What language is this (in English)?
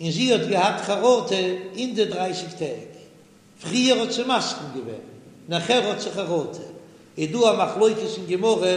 Yiddish